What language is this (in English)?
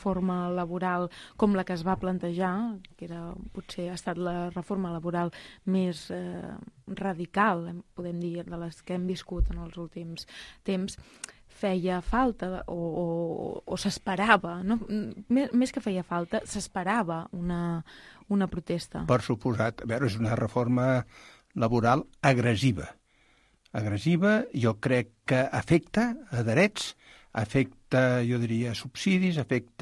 Catalan